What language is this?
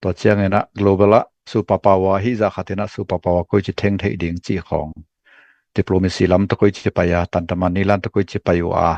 Tedim Chin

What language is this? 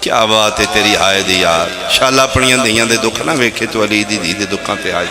Pahari-Potwari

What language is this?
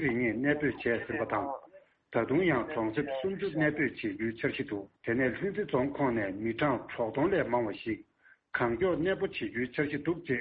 Tibetan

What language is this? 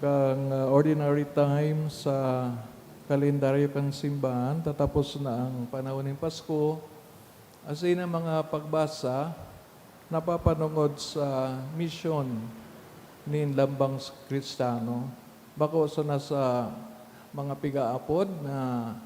Bikol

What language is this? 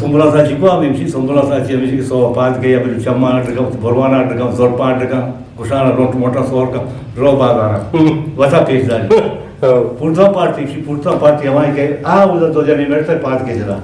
Eastern Balochi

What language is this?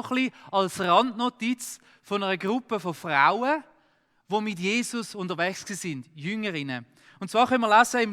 Swiss German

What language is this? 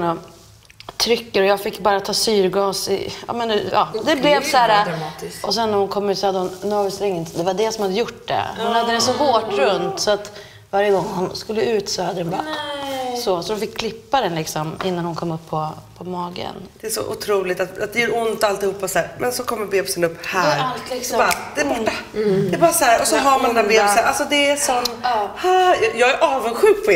Swedish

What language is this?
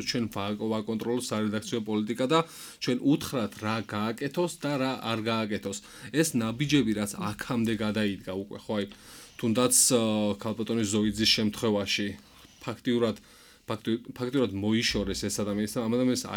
Georgian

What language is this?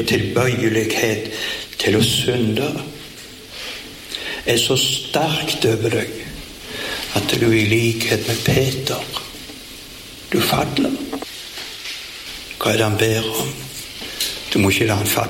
Norwegian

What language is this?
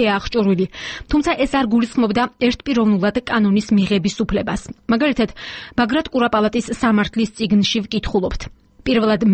Georgian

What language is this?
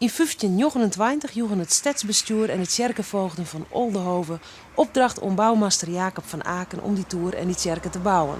Western Frisian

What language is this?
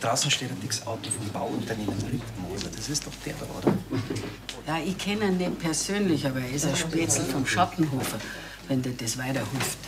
Bavarian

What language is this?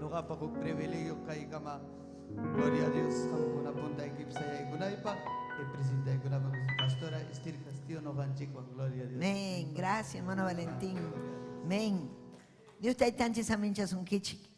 Ayacucho Quechua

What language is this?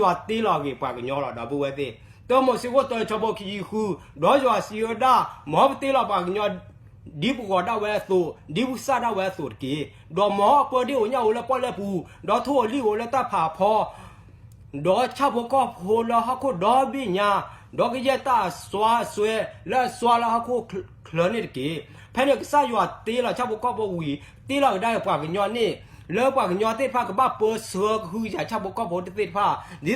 S'gaw Karen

